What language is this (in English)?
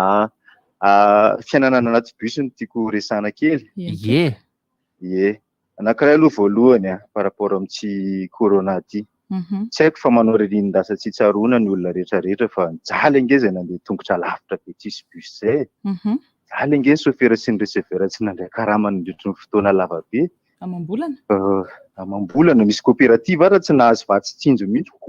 Malagasy